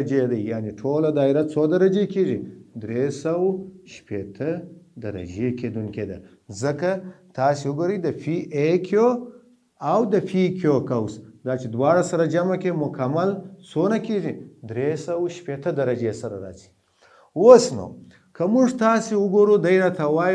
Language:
Pashto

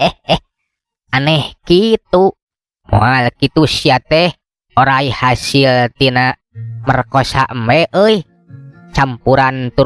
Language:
Sundanese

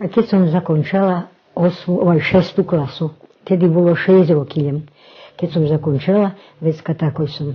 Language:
Rusyn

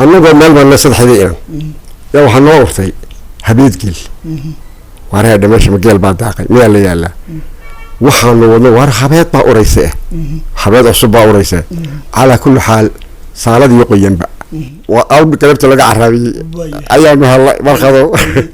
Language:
Somali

